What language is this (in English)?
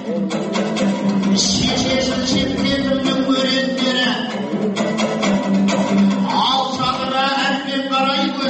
Kazakh